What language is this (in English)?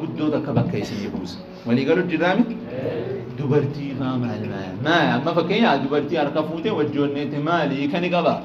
Oromo